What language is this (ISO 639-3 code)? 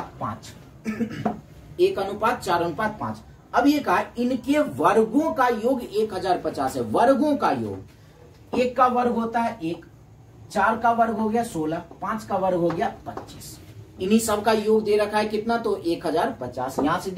hin